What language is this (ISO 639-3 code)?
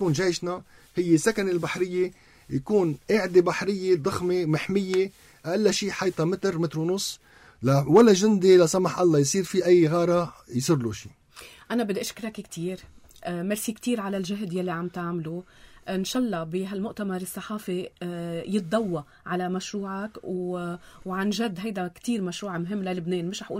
apc